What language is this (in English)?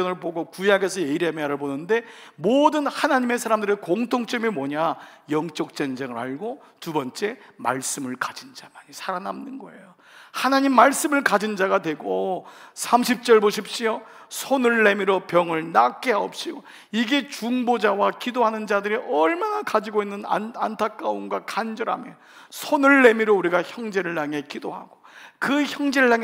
Korean